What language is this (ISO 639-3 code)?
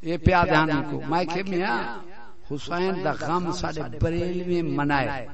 skr